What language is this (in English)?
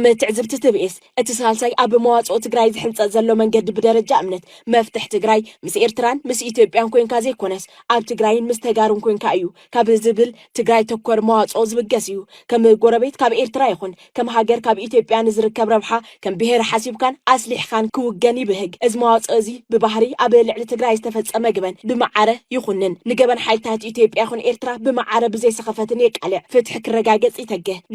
Tigrinya